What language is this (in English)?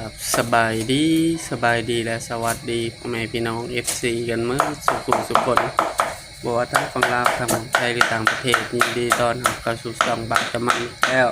Lao